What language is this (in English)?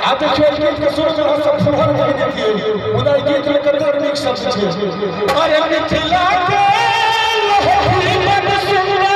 Maithili